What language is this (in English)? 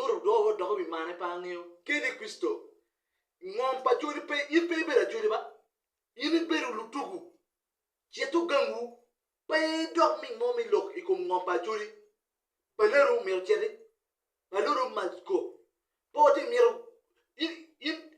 Acoli